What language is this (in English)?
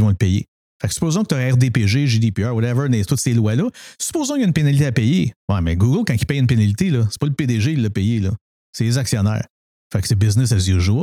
French